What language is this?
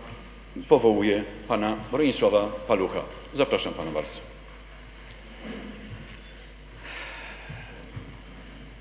Polish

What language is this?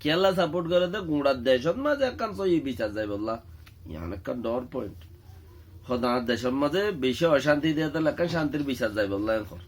Rohingya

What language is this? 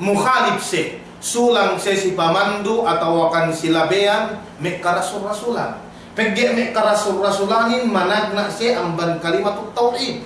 Yakan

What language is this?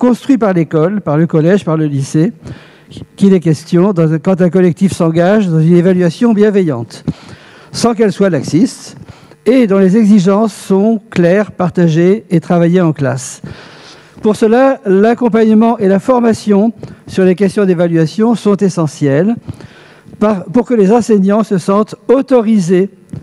French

